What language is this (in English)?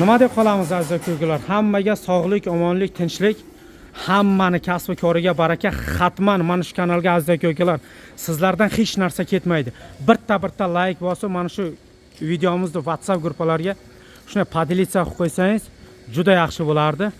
Uzbek